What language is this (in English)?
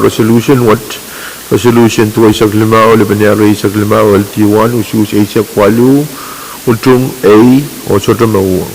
Pohnpeian